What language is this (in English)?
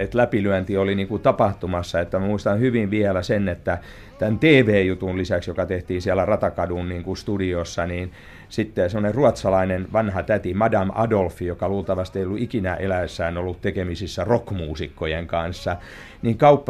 Finnish